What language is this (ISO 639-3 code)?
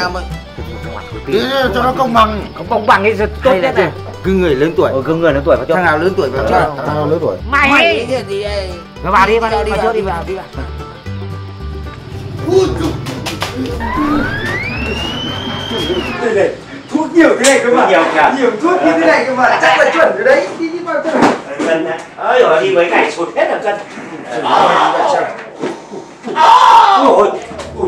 vie